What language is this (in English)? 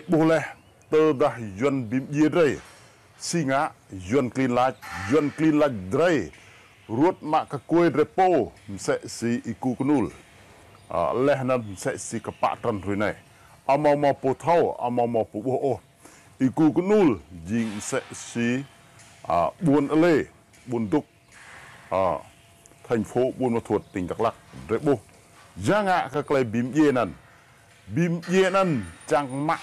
Rade